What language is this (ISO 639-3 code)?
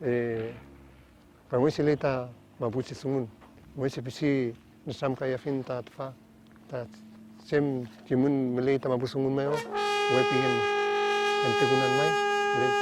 arn